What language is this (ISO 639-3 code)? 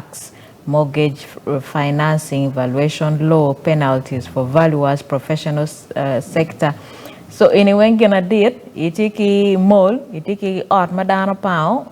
ach